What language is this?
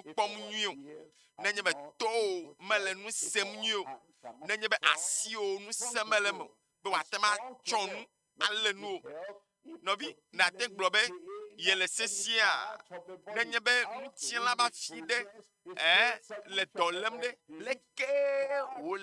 Ewe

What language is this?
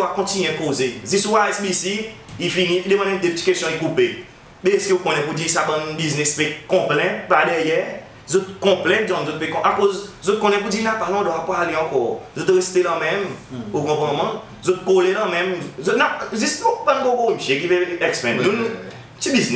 Seselwa Creole French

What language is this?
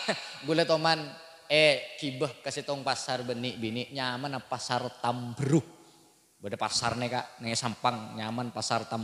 Madurese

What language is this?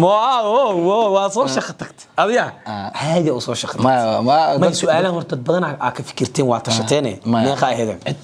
Somali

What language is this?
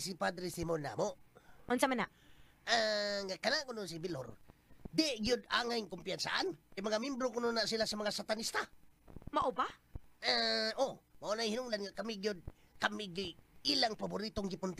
Cebuano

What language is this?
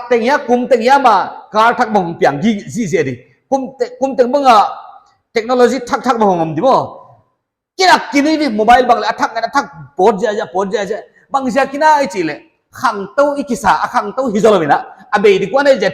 Paite Chin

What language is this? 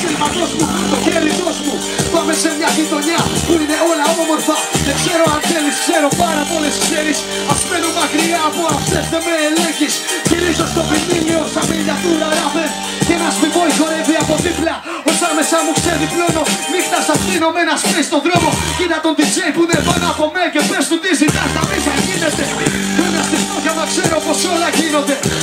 Greek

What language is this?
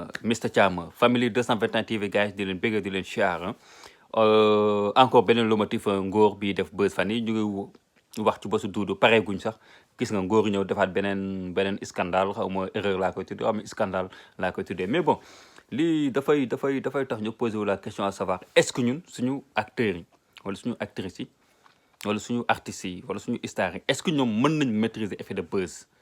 Wolof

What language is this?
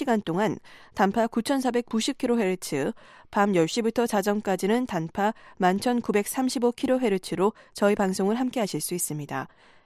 Korean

